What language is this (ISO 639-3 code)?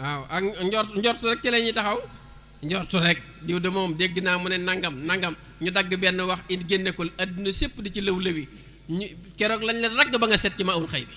wol